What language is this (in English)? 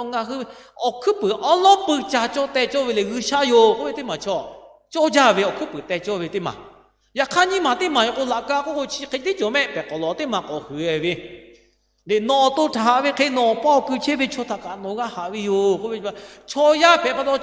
Lahu